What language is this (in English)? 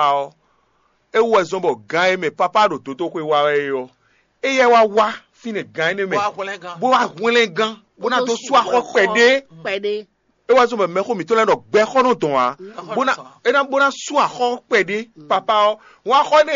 Fon